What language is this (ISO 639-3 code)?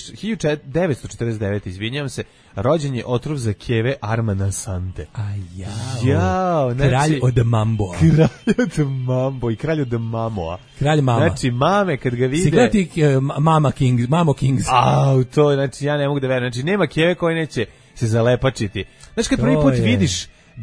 srp